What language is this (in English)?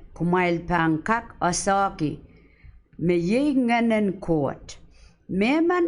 Pohnpeian